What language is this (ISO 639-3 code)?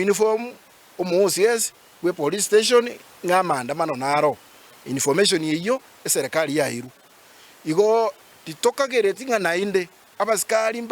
guz